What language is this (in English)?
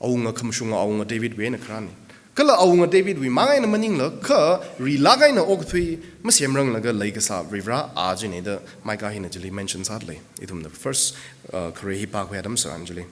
Tangkhul Naga (India)